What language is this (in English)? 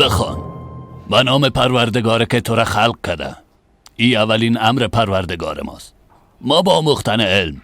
Persian